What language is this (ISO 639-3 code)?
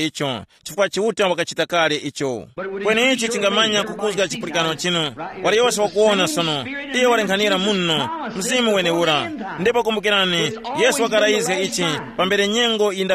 tum